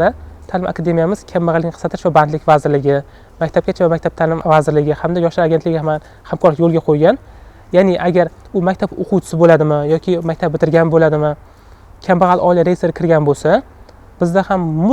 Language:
Uzbek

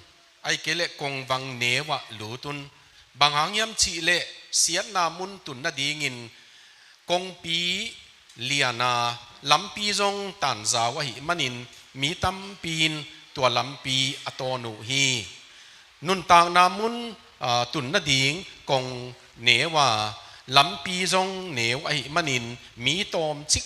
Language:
Tedim Chin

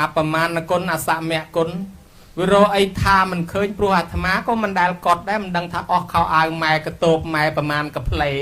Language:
Khmer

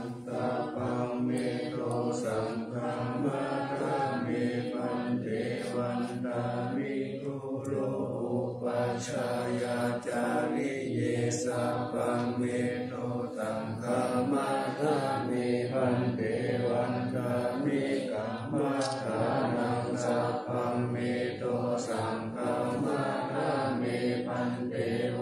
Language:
Pali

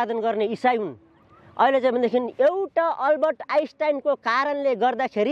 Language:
Nepali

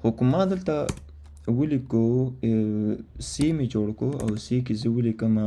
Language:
Pashto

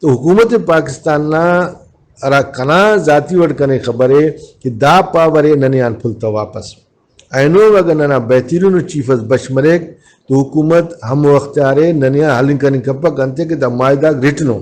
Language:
Brahui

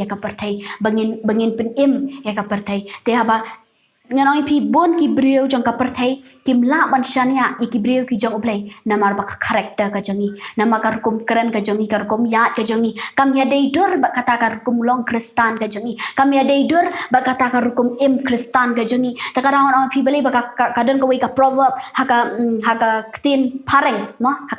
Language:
Khasi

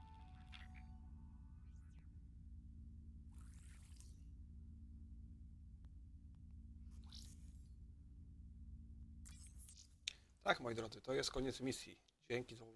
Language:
Polish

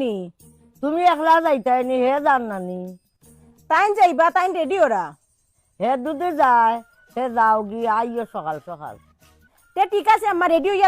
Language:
Sylheti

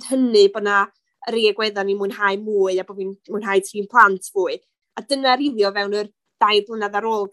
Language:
Welsh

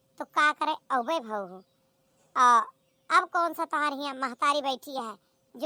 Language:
Awadhi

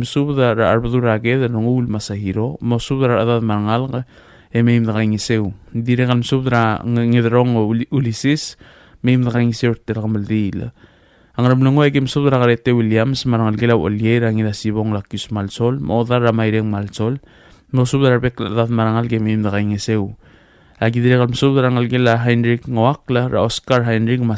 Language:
Palauan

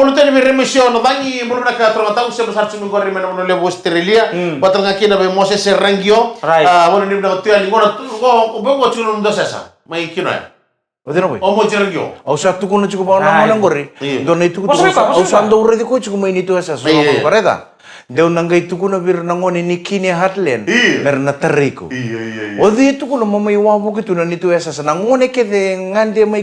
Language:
Fijian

